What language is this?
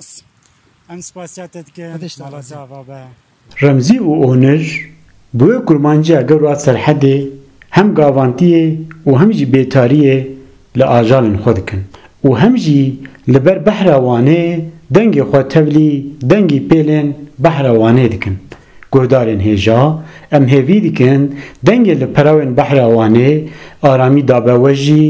Kurdish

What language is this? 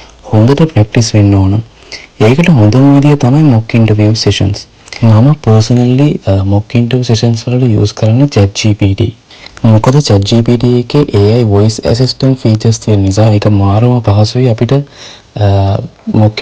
Sinhala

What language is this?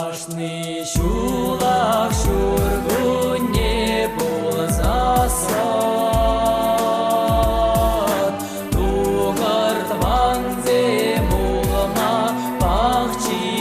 Chuvash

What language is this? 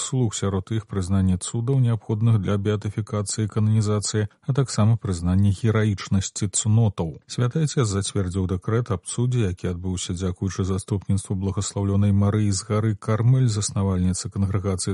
Belarusian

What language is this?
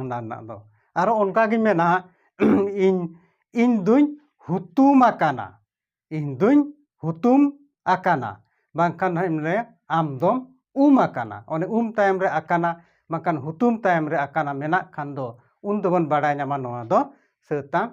Santali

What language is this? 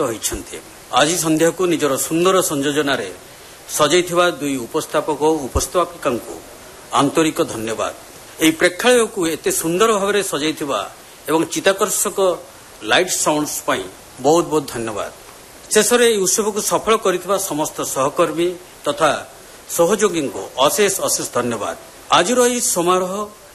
Odia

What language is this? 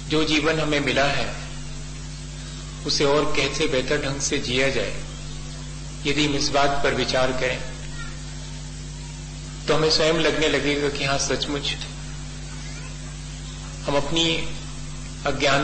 Hindi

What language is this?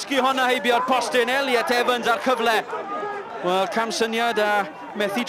Welsh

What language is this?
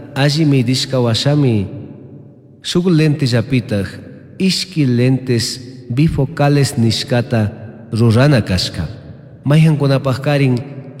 Chimborazo Highland Quichua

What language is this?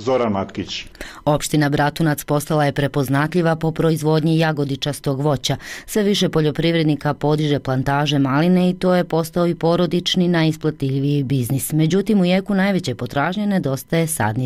Croatian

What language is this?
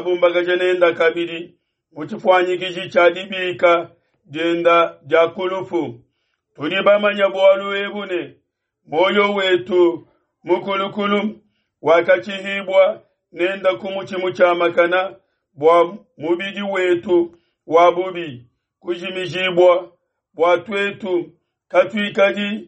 Luba-Lulua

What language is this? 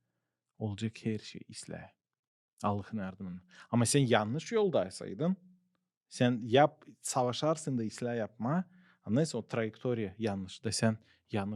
Gagauz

